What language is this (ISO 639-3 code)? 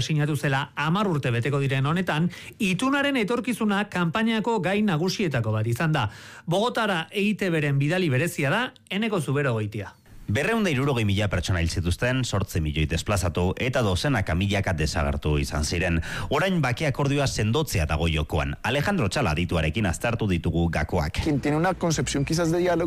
eus